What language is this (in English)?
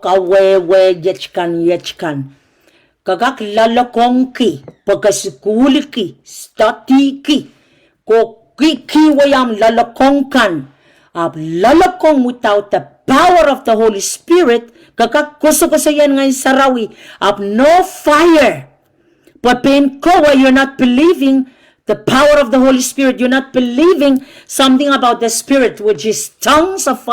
Pohnpeian